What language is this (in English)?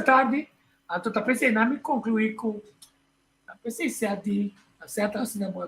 Papiamento